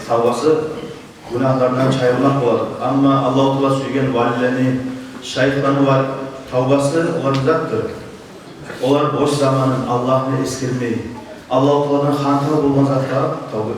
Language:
Kumyk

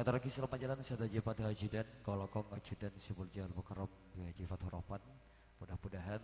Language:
Madurese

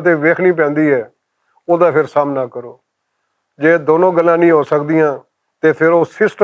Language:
Western Panjabi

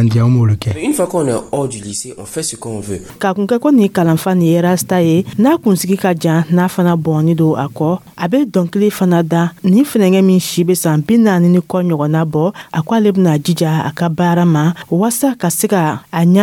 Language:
Dyula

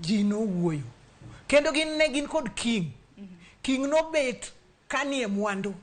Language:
Luo (Kenya and Tanzania)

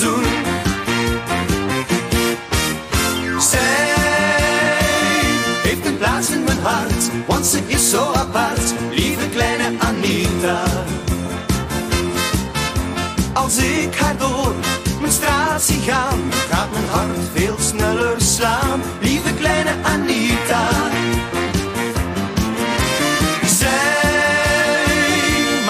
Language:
Dutch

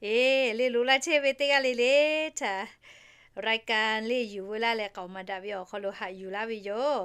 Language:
Lahu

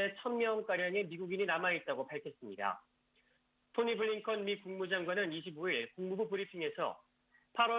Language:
Korean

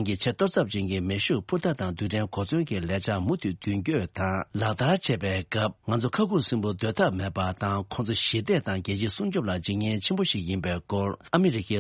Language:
Tibetan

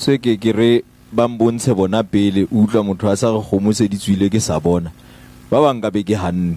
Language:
Southern Sotho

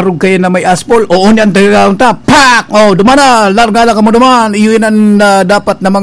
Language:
Bikol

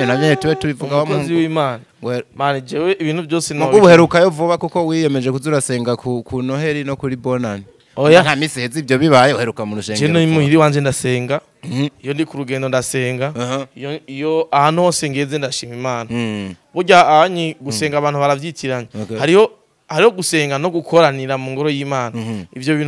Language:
Rundi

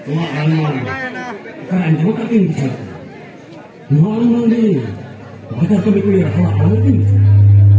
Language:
Santali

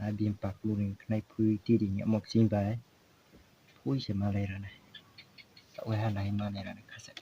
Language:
Riang (India)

